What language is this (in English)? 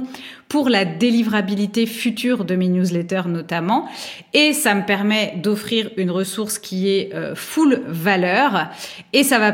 French